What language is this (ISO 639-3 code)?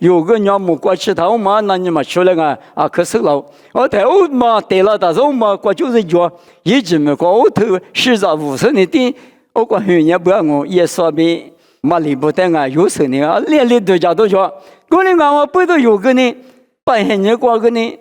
lis